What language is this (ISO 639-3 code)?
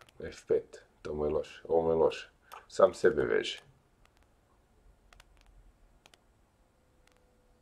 hrv